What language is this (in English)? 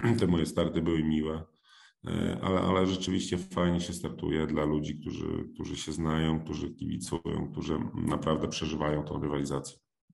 Polish